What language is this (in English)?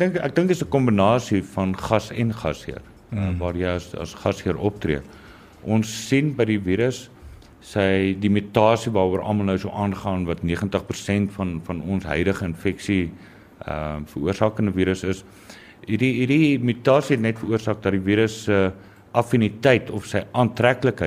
Afrikaans